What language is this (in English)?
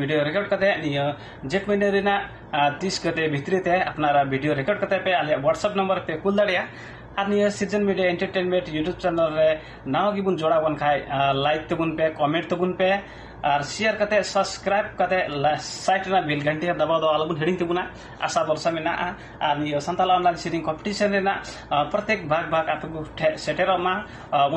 Santali